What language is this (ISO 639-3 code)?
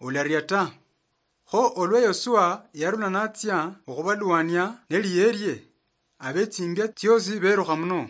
luy